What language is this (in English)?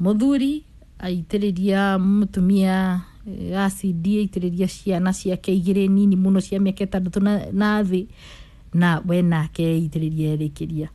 Kikuyu